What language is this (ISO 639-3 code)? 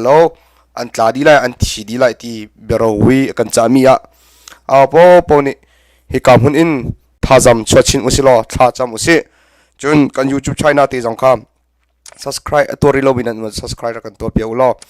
cnh